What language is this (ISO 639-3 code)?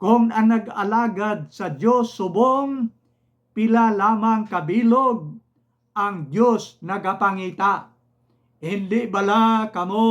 hil